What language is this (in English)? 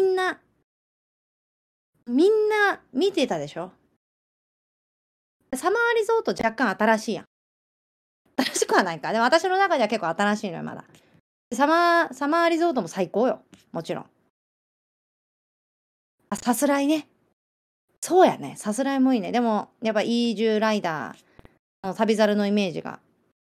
Japanese